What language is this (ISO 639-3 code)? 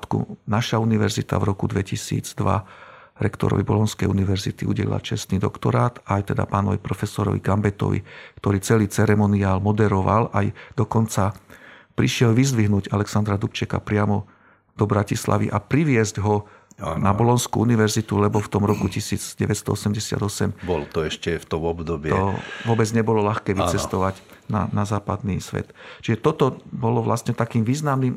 slk